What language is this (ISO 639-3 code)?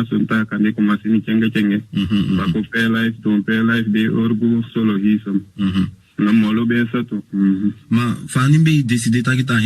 srm